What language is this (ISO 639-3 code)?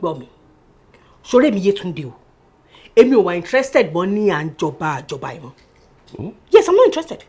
yor